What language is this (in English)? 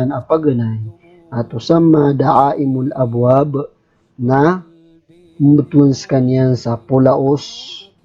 Maranao